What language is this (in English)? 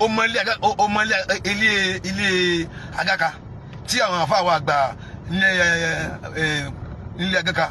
Yoruba